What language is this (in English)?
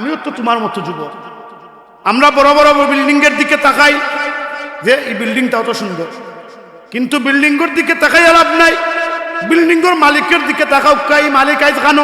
Sylheti